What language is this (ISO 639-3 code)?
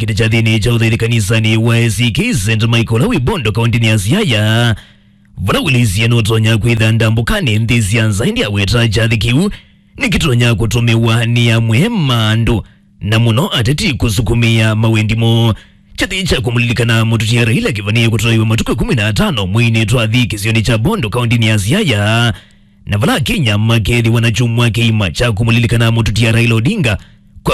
kam